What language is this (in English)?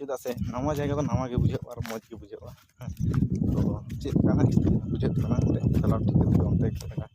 Santali